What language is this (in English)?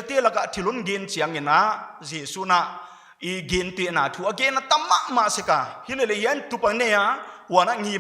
Paite Chin